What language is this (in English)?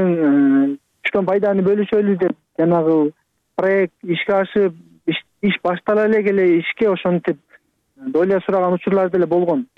Kyrgyz